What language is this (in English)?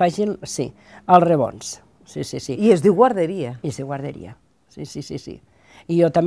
Catalan